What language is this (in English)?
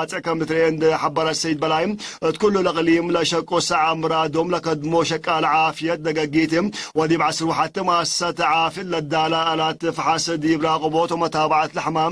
Tigre